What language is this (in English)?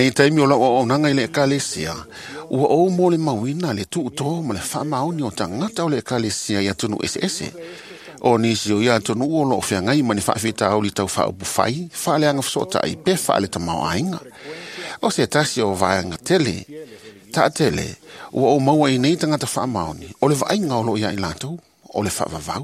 Samoan